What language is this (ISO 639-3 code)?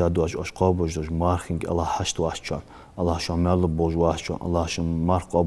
inh